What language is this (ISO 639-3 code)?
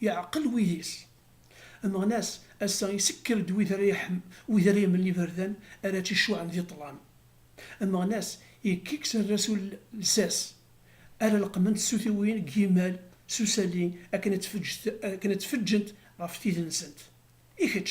kab